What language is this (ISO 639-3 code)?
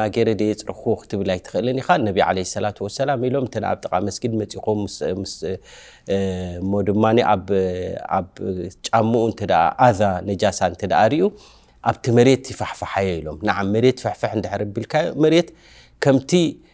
tir